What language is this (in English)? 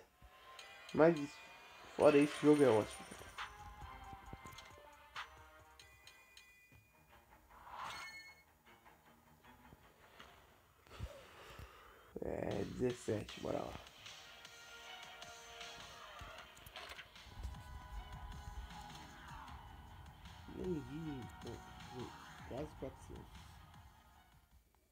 Portuguese